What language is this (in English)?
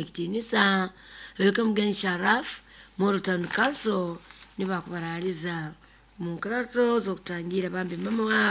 Nyoro